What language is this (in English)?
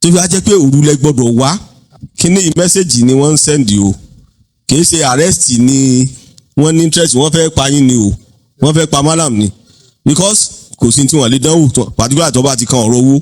Yoruba